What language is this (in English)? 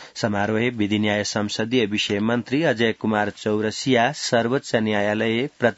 Sanskrit